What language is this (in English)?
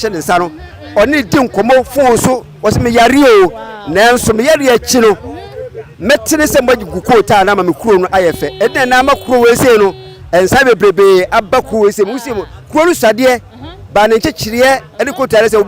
Akan